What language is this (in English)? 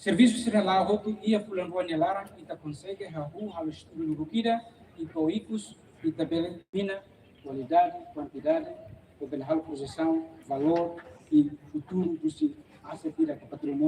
Tetum